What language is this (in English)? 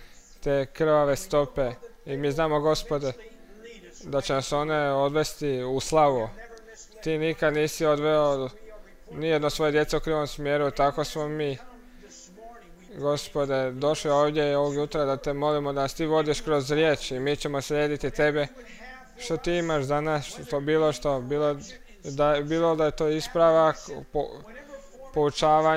Croatian